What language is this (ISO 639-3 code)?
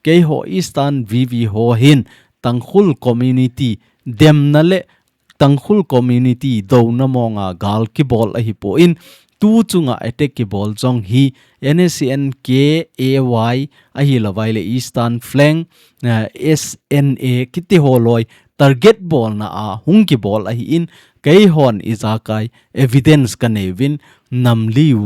tcz